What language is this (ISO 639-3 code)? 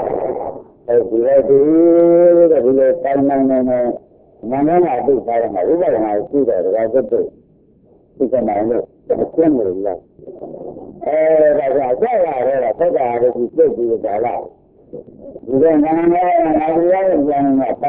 mya